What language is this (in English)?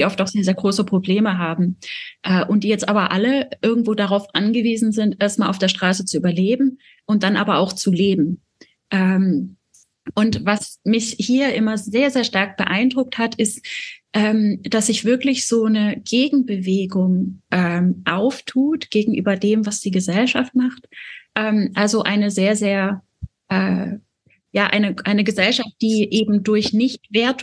German